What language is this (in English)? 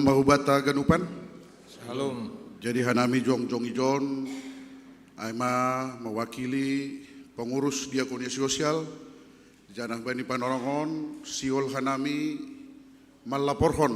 Batak Simalungun